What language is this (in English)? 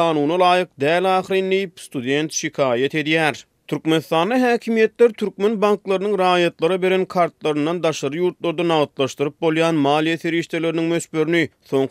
Turkmen